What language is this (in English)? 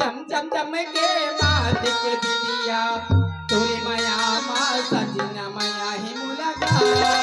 Chhattisgarhi